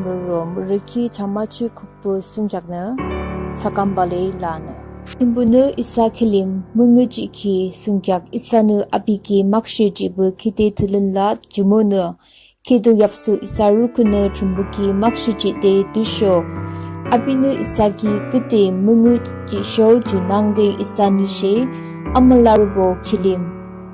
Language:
Yimchungru Naga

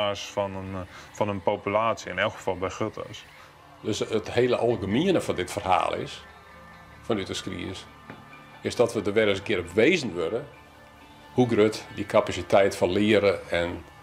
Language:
Western Frisian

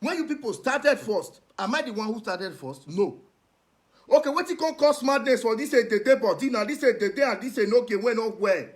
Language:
Nigerian Pidgin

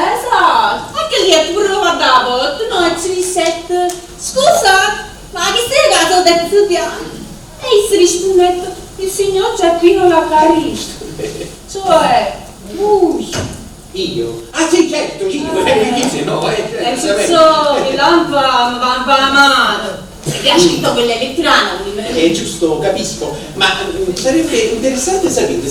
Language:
Neapolitan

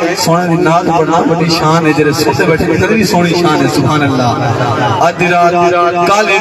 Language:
Saraiki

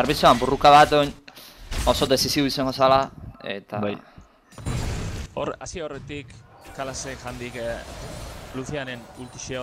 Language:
Basque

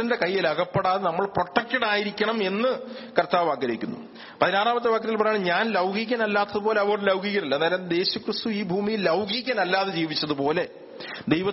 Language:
Malayalam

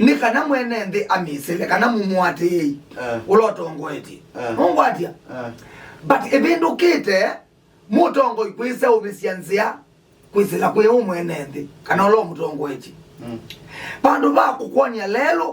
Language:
Kamba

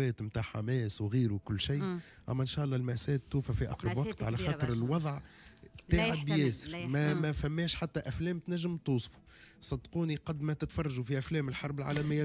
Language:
Tunisian Arabic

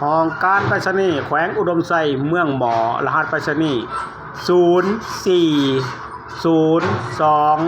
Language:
Lao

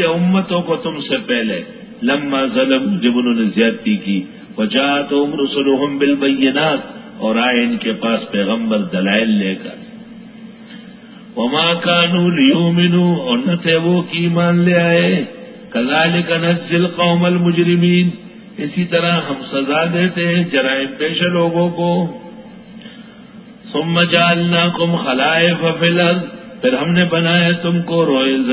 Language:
Urdu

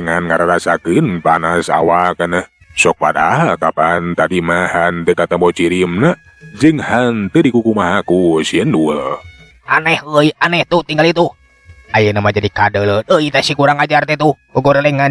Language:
Sundanese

